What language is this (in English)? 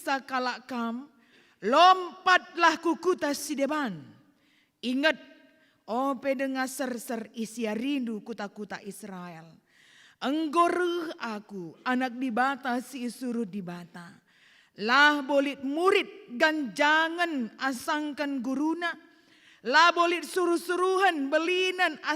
Batak Karo